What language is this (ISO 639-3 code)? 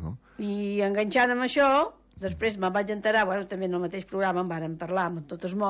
cat